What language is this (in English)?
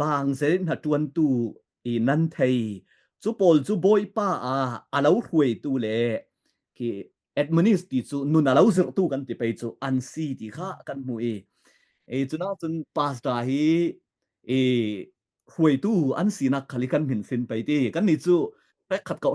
Falam Chin